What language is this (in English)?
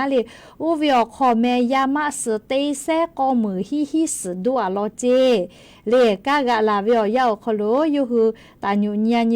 Lahu